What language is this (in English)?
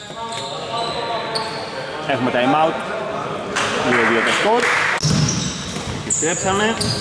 Greek